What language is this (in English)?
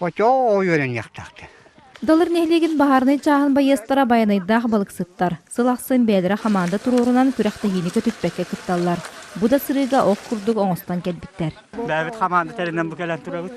Yakut